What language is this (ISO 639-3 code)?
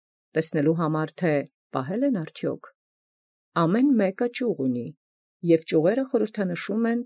hye